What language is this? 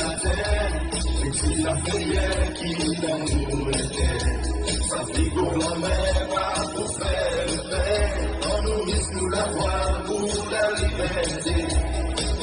Seselwa Creole French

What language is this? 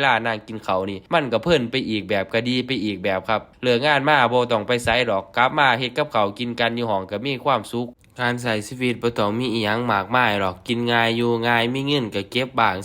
Northeastern Thai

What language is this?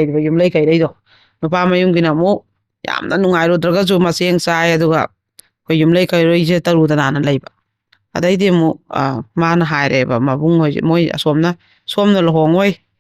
Manipuri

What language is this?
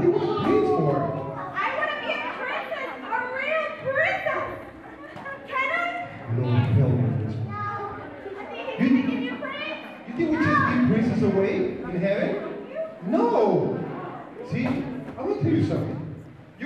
English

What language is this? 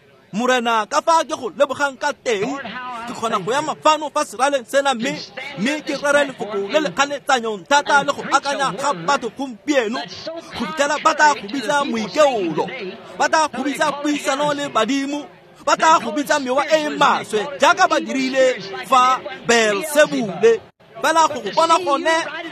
Tswana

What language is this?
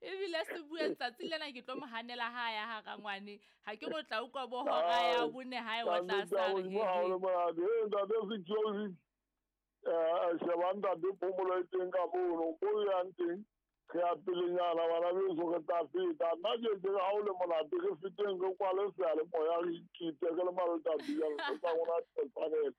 Southern Sotho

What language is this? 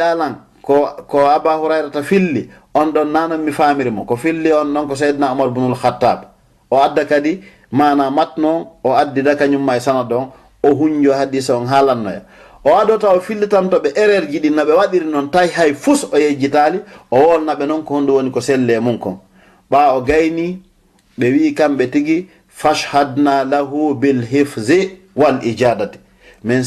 Fula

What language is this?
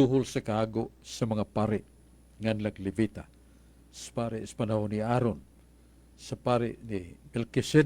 Cebuano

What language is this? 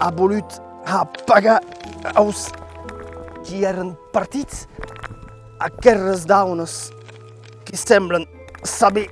Occitan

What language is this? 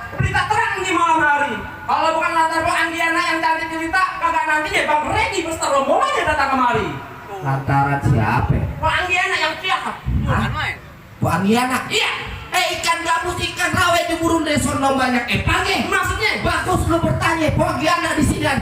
Betawi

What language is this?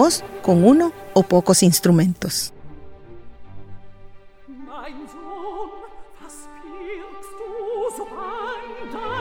Spanish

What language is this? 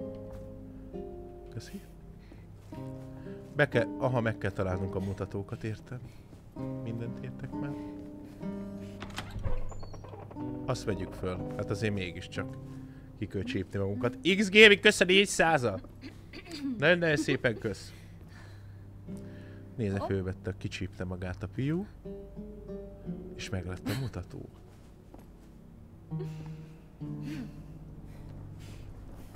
Hungarian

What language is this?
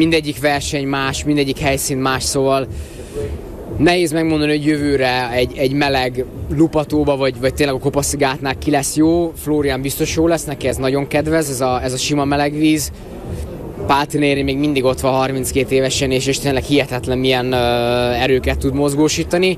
Hungarian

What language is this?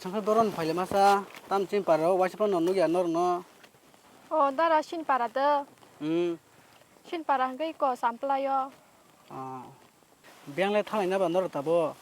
Kok Borok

